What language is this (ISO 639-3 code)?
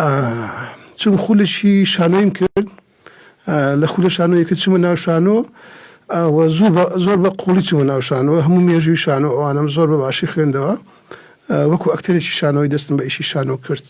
ckb